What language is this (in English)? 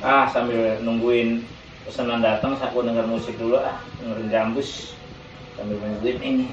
Betawi